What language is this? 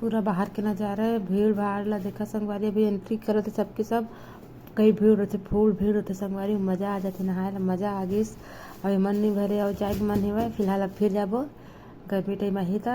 Chhattisgarhi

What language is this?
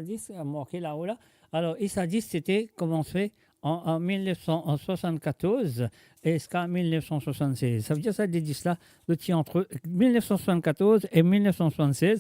Morisyen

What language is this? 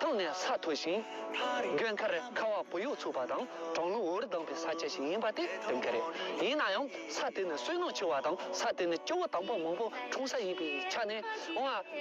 Tibetan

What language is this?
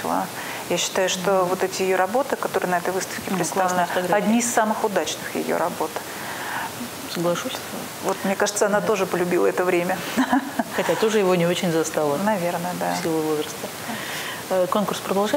Russian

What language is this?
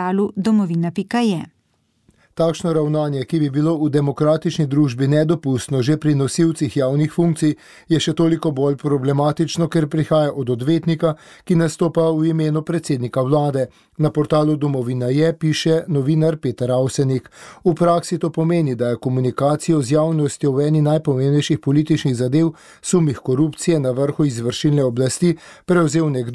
Slovenian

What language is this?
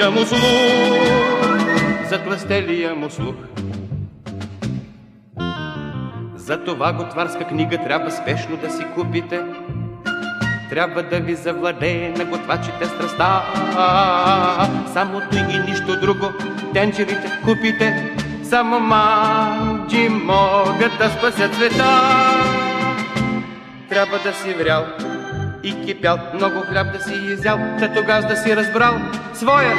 Bulgarian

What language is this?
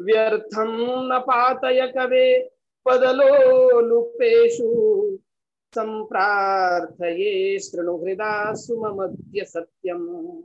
Sanskrit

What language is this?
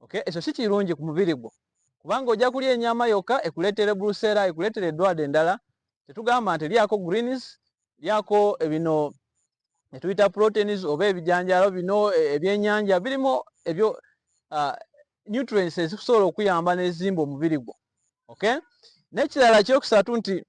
Ganda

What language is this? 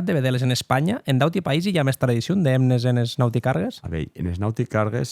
Occitan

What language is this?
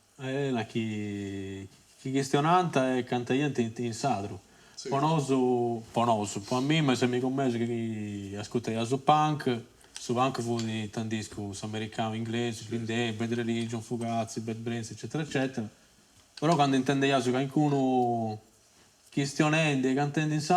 Sardinian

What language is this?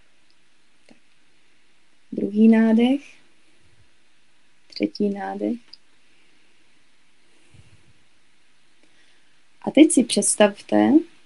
Czech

